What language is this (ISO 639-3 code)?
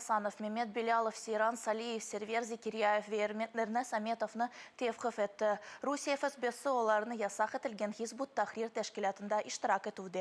crh